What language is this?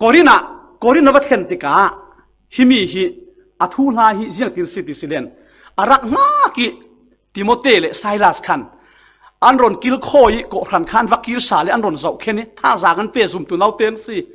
Falam Chin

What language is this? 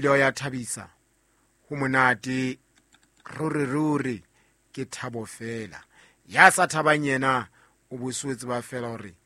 Southern Sotho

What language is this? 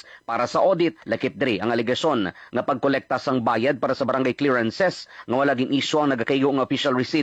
Hiligaynon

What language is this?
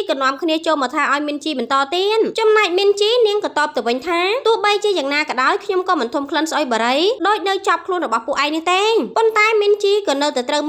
Khmer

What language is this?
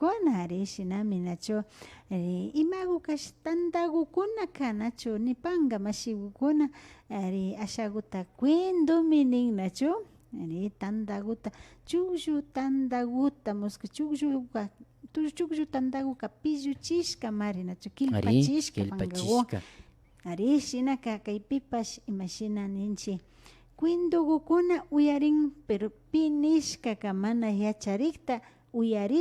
Imbabura Highland Quichua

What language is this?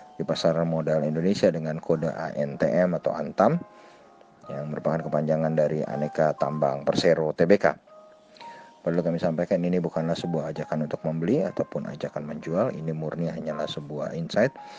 Indonesian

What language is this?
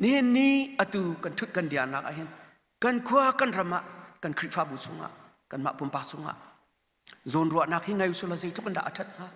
Hakha Chin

